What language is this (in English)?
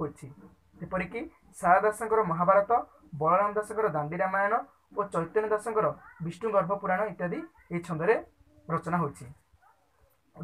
Odia